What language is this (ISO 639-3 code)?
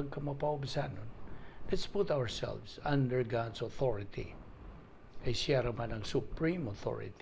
ceb